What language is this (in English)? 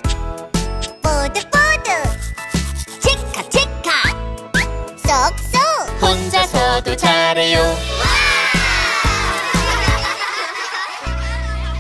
Korean